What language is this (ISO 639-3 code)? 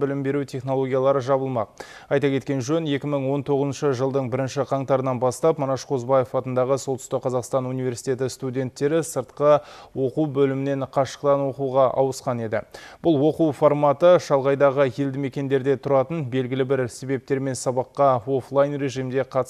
kaz